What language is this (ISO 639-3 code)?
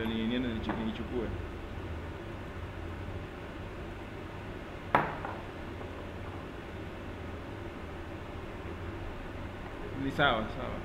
swa